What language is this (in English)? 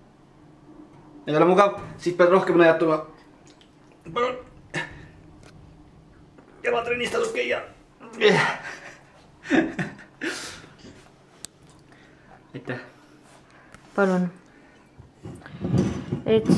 Estonian